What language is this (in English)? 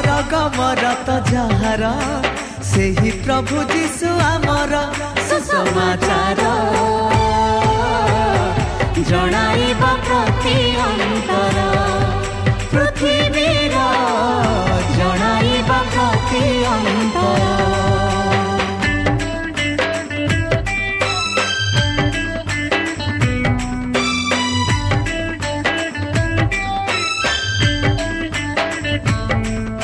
Odia